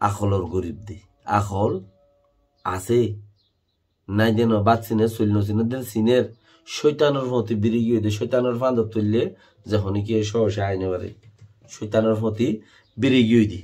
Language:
Rohingya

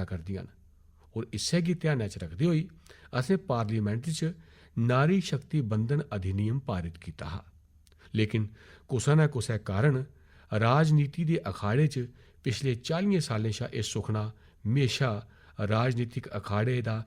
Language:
Dogri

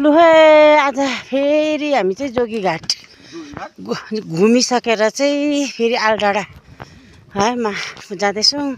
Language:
Nepali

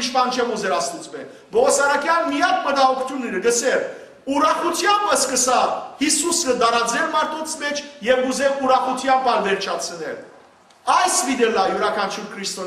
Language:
Western Armenian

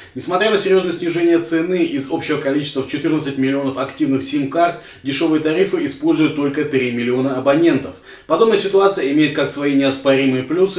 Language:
Russian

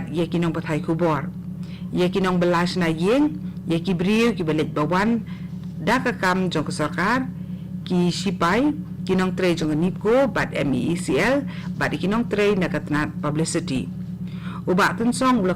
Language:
Khasi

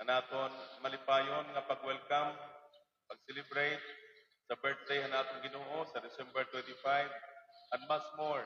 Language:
Waray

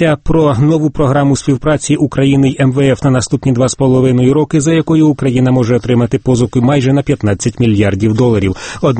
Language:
Ukrainian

